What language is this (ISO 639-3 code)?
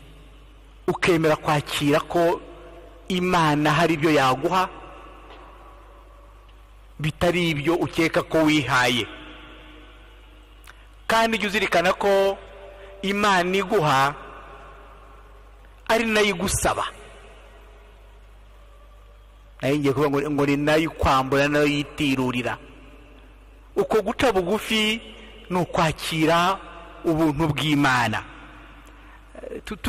kin